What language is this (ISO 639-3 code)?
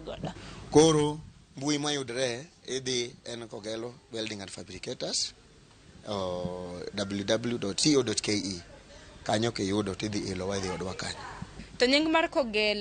luo